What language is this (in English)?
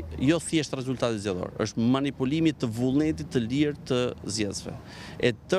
Albanian